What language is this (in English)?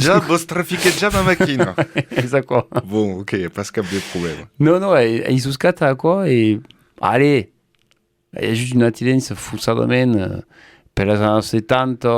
Occitan